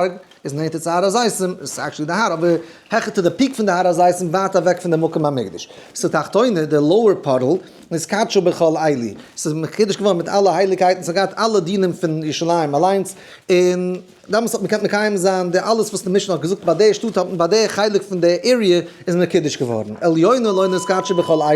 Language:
Yiddish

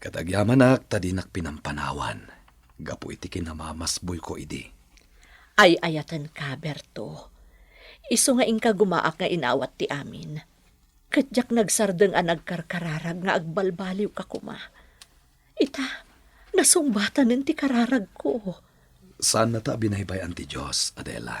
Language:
Iloko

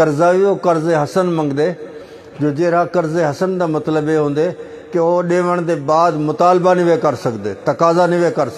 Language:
Saraiki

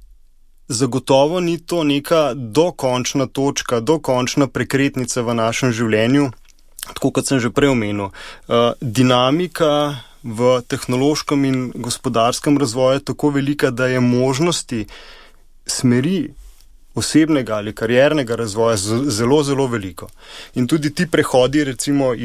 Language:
Slovenian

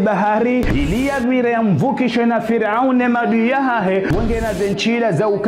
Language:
Ngazidja Comorian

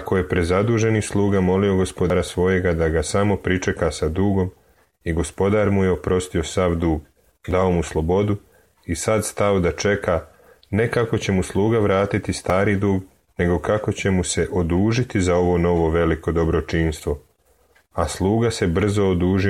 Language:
Serbian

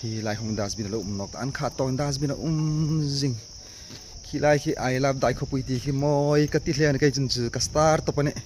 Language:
Hmar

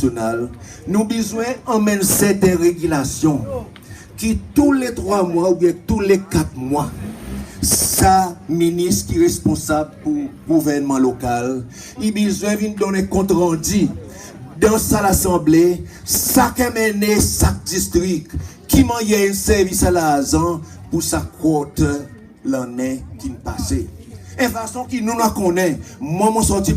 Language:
Seselwa Creole French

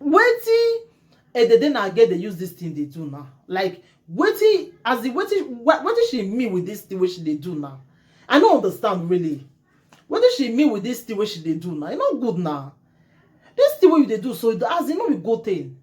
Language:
Nigerian Pidgin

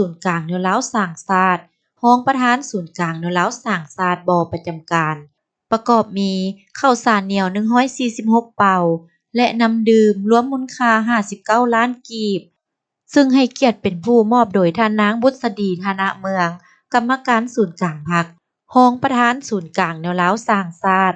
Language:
Lao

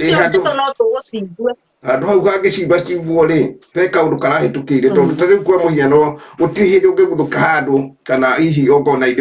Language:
Kikuyu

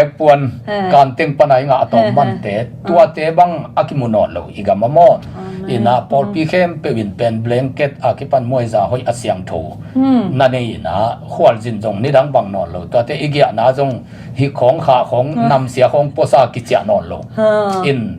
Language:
Tedim Chin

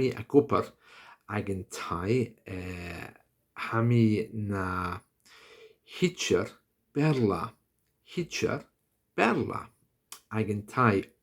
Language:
Scottish Gaelic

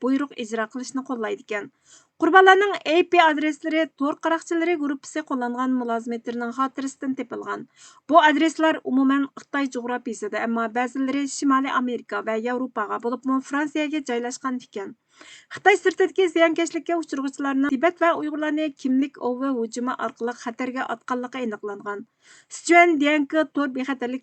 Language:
Uyghur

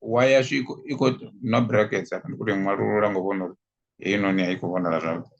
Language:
Venda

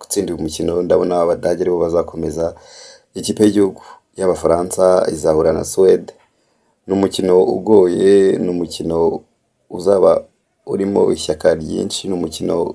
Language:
Kinyarwanda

